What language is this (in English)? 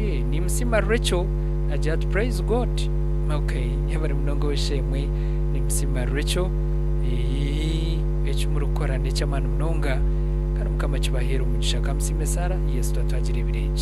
Nyankole